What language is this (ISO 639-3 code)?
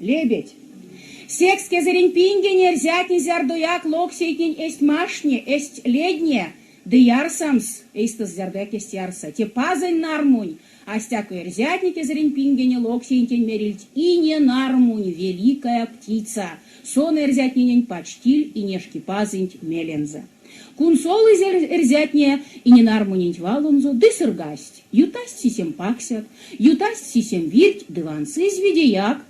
myv